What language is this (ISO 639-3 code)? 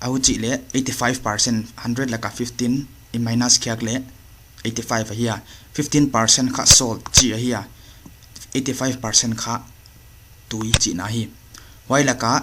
pck